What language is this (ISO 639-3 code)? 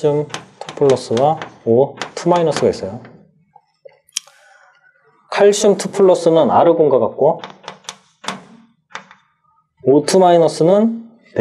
kor